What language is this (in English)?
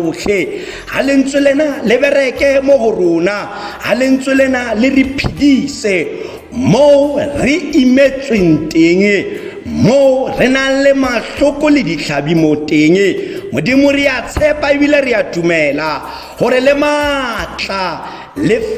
Tswana